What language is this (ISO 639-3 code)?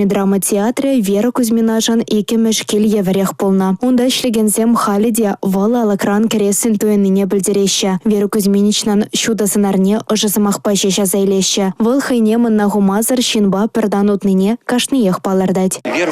chv